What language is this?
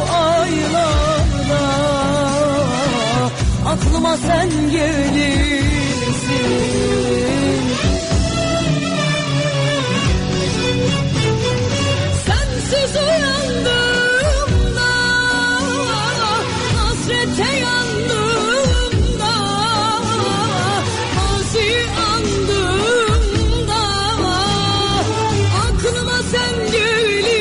Turkish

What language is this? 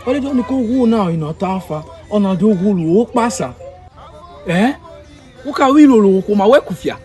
Urhobo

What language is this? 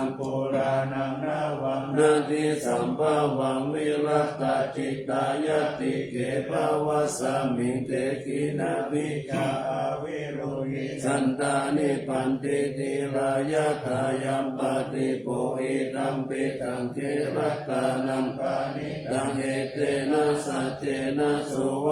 Pali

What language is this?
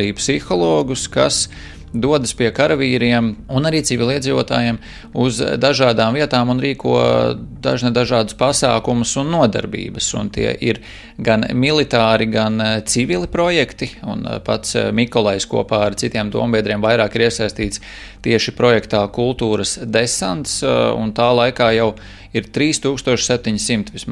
Latvian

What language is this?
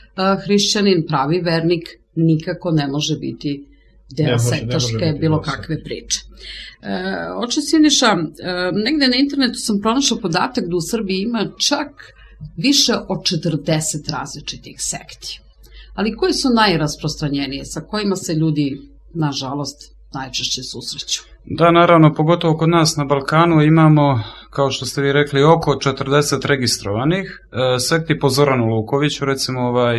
Serbian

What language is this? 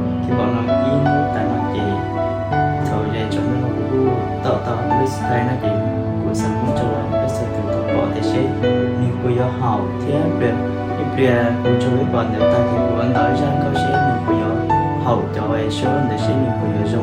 Hmong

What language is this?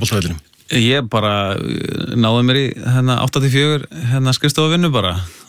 Icelandic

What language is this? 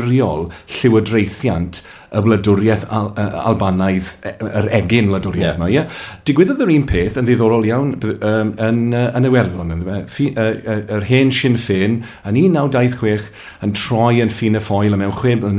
Welsh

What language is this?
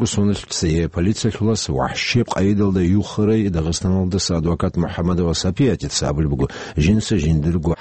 Avaric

